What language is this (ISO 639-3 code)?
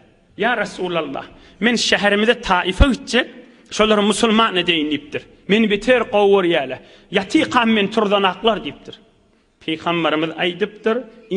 tuk